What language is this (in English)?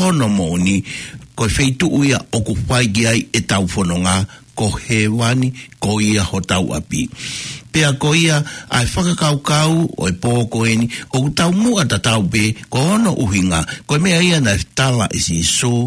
Tongan